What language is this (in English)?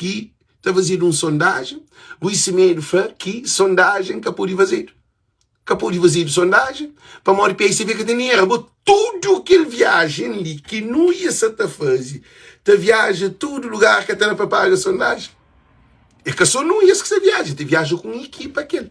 Kabuverdianu